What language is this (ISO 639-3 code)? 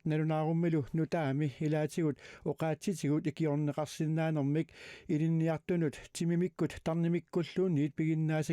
kal